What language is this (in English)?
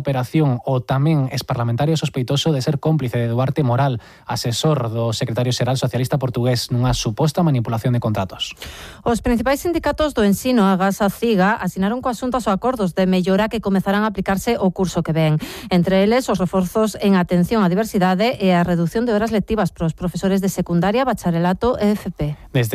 Galician